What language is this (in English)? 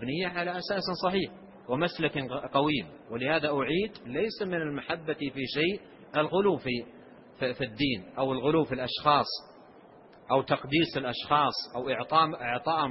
Arabic